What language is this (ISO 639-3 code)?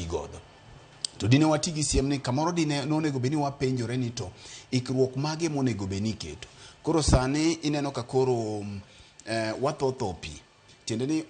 luo